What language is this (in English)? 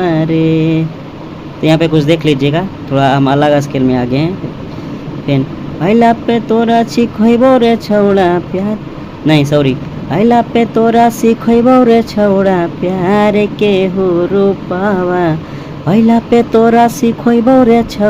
Magahi